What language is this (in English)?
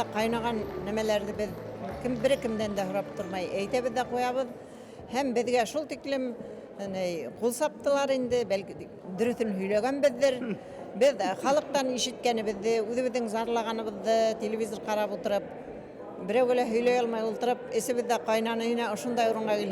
Bashkir